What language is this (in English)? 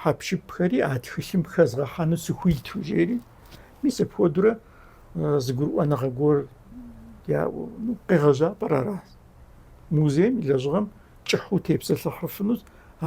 Kabardian